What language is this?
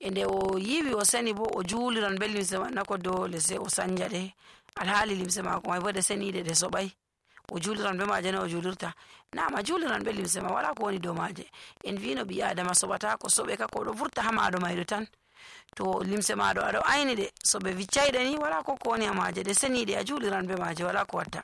Nigerian Fulfulde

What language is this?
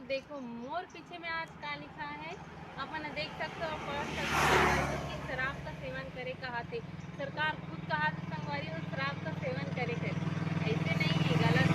Chhattisgarhi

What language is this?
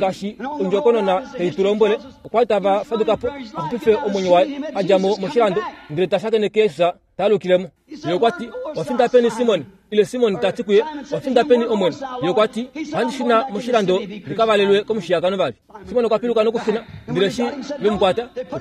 Kuanyama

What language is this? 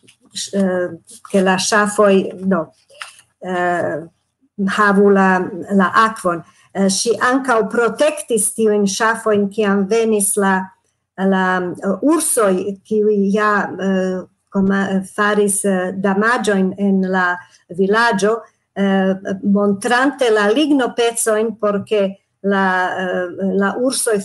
Esperanto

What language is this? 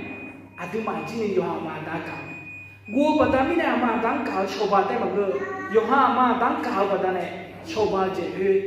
Akha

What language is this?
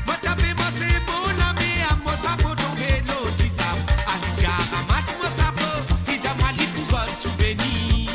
Morisyen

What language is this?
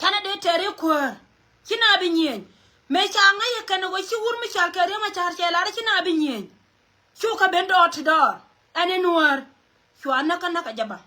Nuer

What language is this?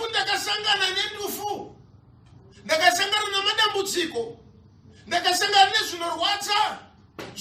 Shona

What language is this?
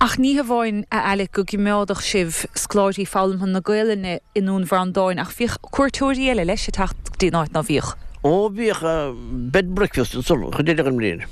Irish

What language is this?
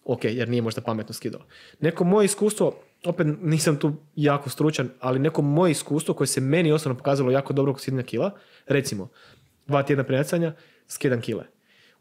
Croatian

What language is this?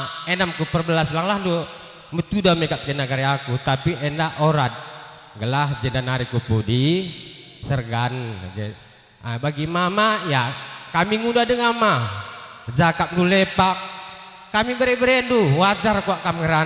Batak Karo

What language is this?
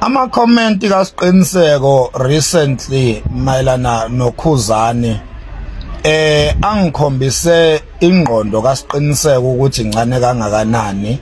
Zulu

